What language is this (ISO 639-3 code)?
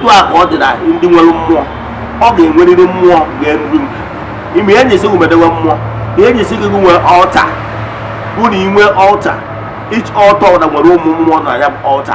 ibo